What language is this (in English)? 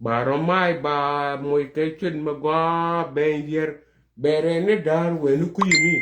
Nuer